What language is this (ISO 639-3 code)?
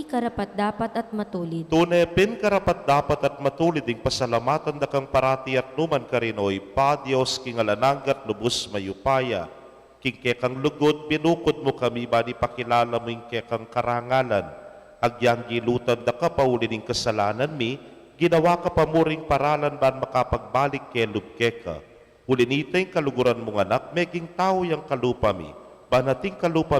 pam